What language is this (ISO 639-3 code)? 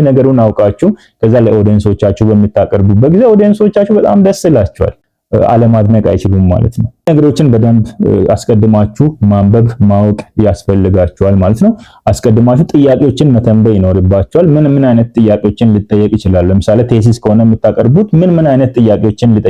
amh